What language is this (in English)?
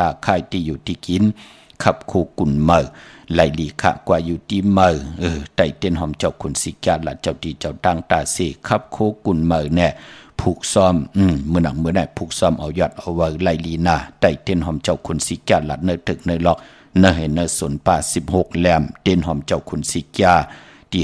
Shan